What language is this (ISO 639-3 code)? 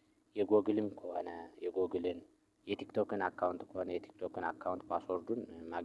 amh